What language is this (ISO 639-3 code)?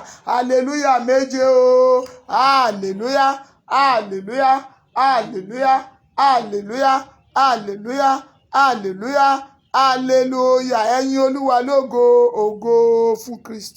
yor